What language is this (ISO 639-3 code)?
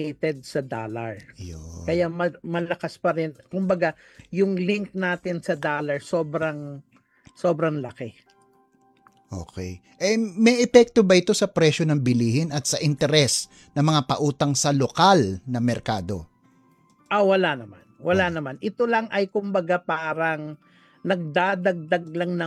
fil